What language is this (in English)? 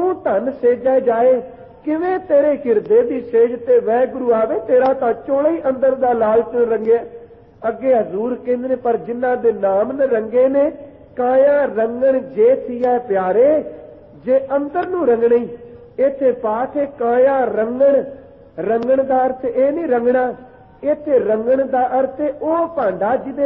Punjabi